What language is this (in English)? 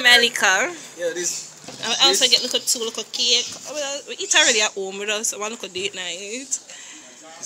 Jamaican Creole English